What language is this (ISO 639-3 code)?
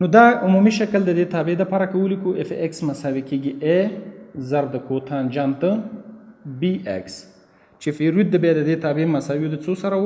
pus